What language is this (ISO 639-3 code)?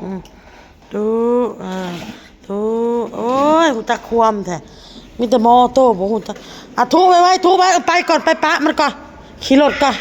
tts